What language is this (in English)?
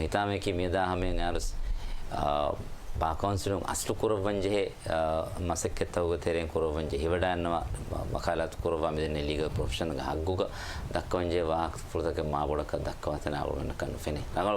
Divehi